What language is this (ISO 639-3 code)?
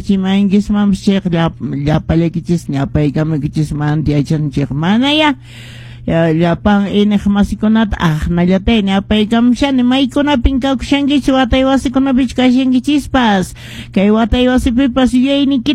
que